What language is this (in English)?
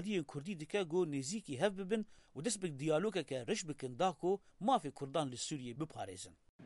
Kurdish